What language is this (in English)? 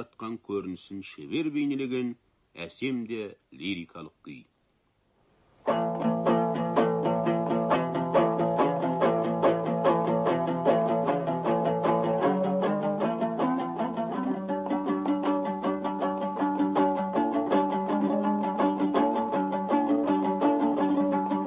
Kazakh